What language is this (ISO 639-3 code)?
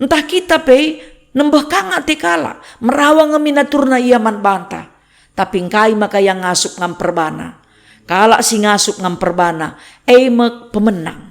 btx